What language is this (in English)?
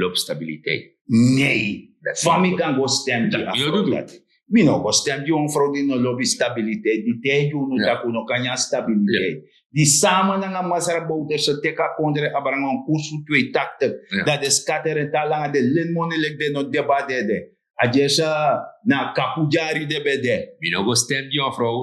Sranan Tongo